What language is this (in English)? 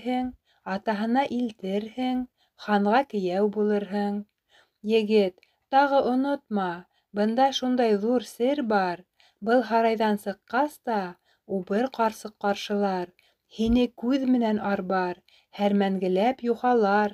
Bashkir